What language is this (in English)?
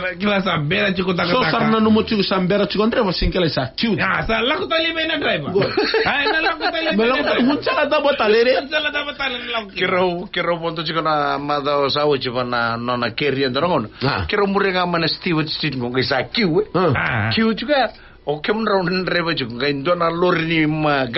Fijian